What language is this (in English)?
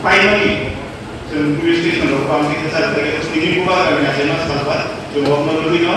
Kok Borok